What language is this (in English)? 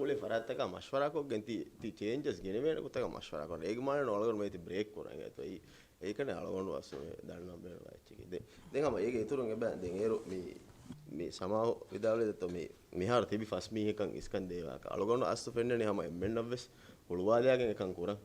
Divehi